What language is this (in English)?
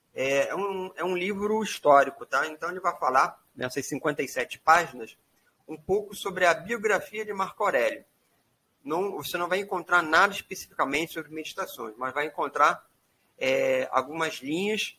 Portuguese